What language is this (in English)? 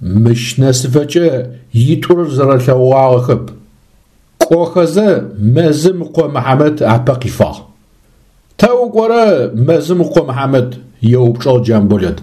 Adyghe